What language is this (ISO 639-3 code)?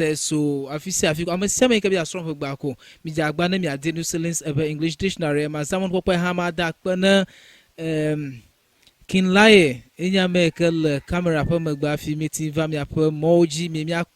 ewe